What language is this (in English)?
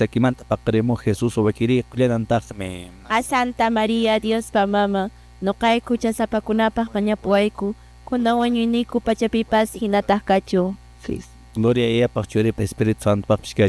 Quechua